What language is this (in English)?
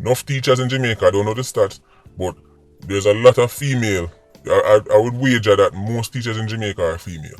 Jamaican Creole English